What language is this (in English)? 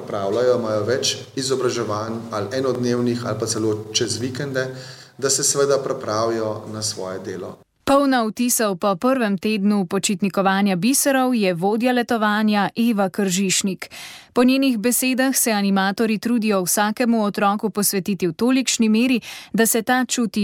Slovenian